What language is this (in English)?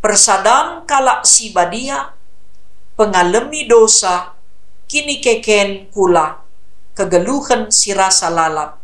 Batak Karo